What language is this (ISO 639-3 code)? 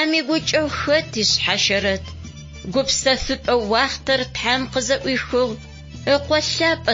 ady